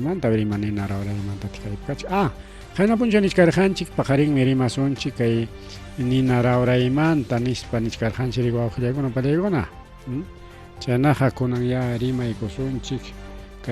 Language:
Ayacucho Quechua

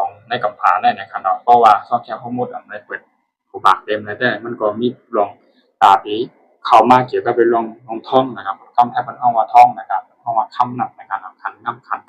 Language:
Shan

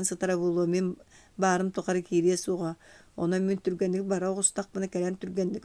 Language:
Yakut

